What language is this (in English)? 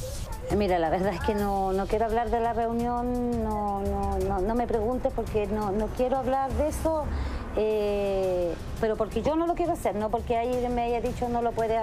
Spanish